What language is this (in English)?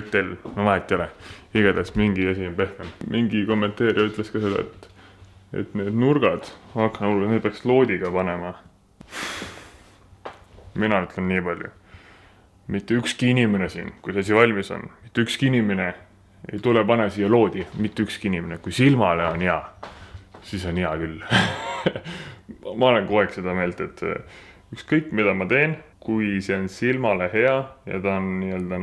Estonian